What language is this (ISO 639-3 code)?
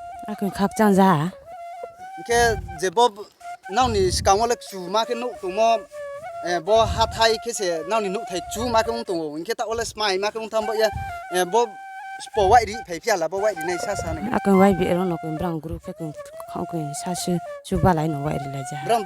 ria